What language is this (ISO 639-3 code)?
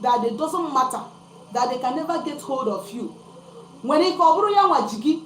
ibo